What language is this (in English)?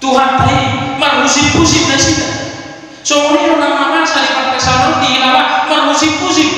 Batak Toba